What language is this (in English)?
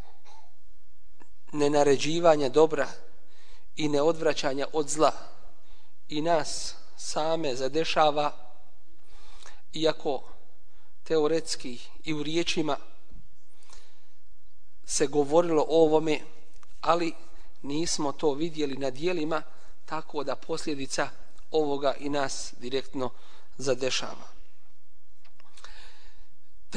Bosnian